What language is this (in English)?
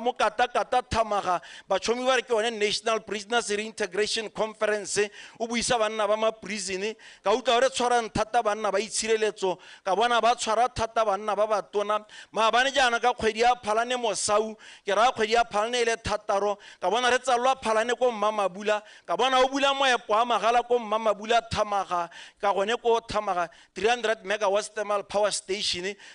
Tswana